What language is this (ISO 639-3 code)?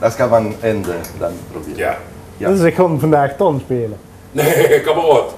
lim